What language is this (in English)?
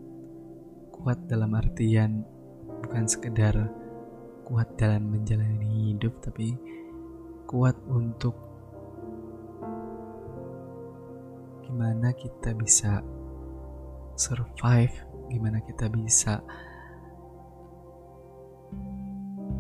Indonesian